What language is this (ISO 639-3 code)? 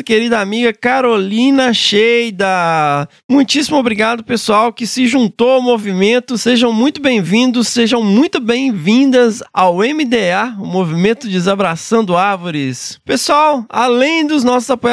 por